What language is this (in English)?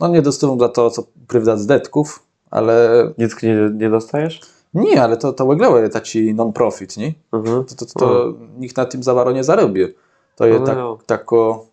Kashubian